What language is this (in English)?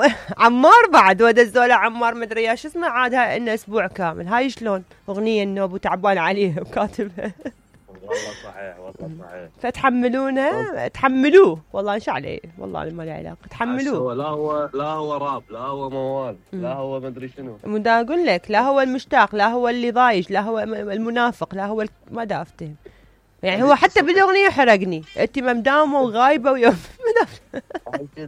Mesopotamian Arabic